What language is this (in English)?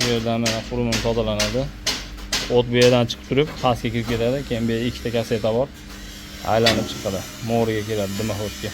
Uzbek